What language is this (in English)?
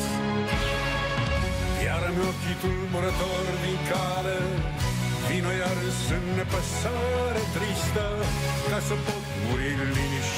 Romanian